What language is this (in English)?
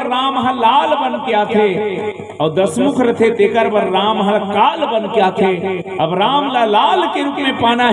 Chhattisgarhi